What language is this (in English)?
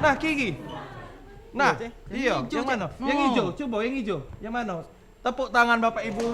Musi